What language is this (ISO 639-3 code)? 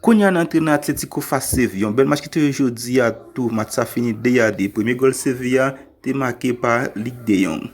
hat